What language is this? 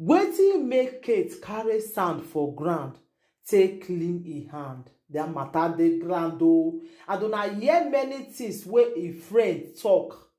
Nigerian Pidgin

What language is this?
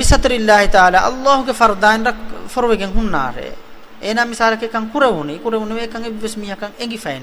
Divehi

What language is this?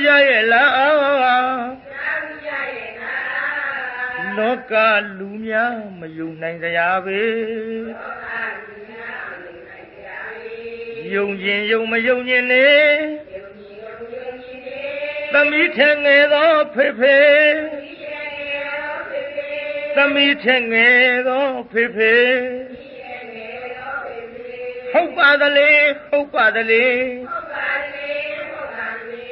Burmese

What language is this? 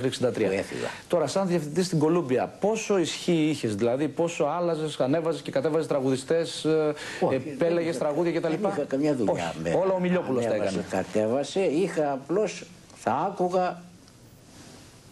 Greek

